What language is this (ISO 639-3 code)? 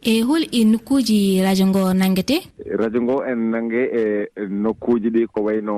ful